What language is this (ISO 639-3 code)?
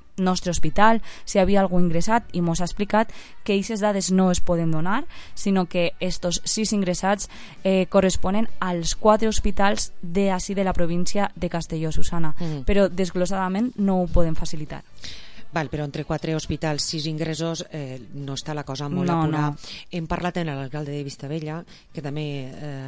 cat